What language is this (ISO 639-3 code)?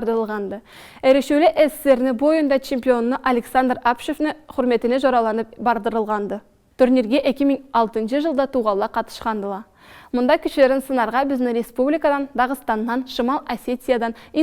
krc